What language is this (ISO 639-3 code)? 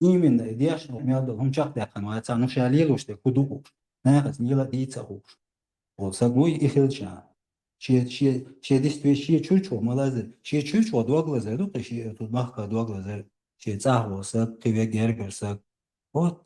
che